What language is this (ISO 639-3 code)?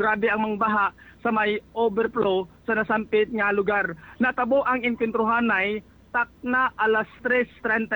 hil